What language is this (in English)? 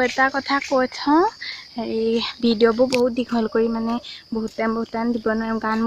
Assamese